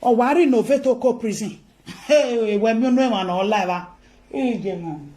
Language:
Nigerian Pidgin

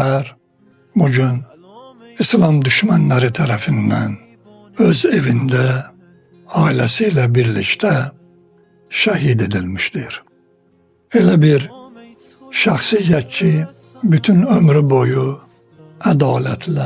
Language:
Azerbaijani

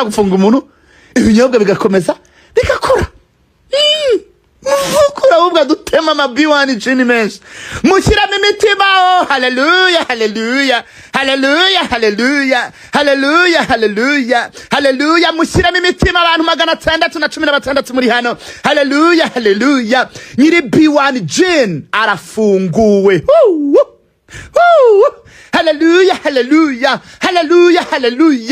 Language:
Kinyarwanda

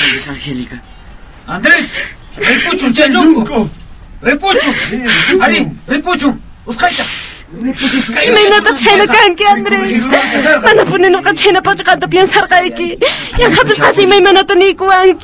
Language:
Quechua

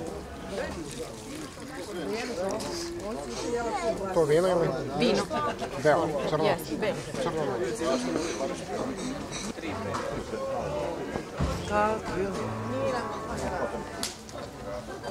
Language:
Serbian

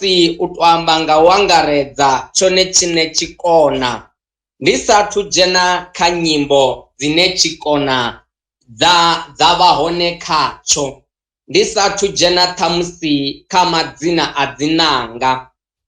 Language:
Venda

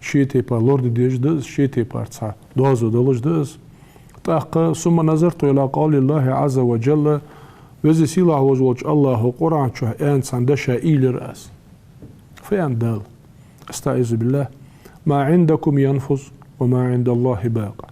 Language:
Ingush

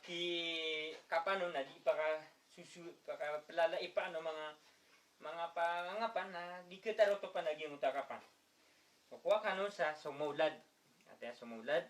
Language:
Maranao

